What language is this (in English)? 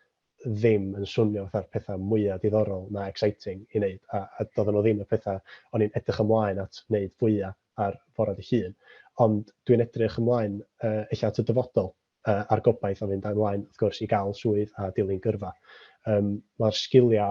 Welsh